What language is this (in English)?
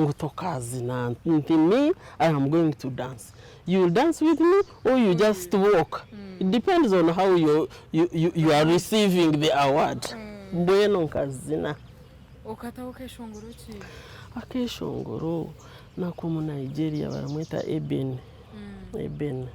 Nyankole